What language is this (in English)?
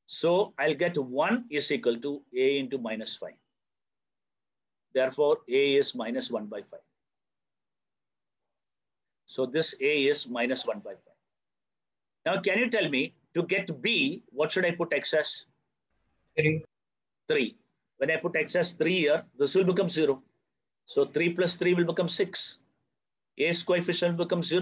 English